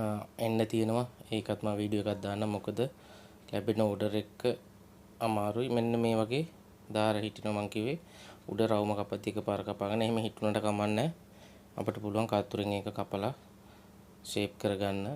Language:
Sinhala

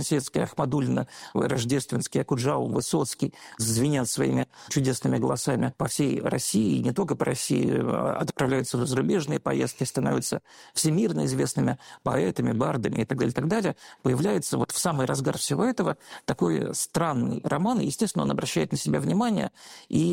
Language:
Russian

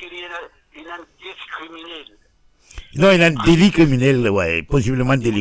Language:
Morisyen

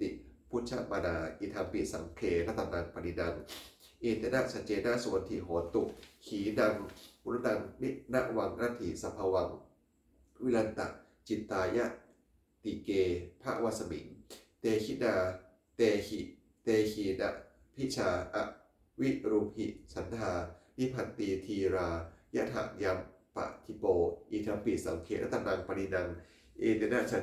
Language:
Pali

